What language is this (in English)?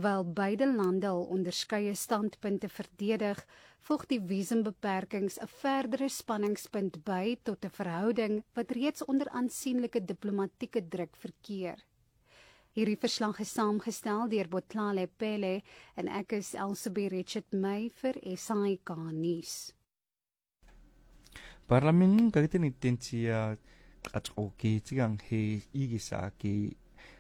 Afrikaans